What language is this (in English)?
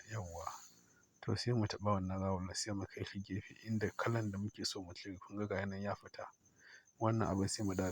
Hausa